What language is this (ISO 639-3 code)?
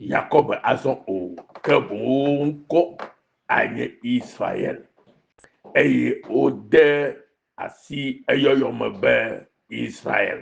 ewe